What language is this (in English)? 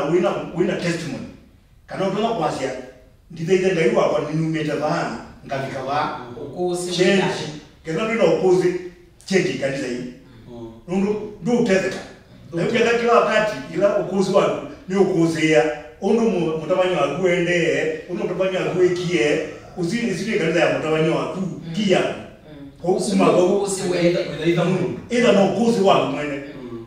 Kamba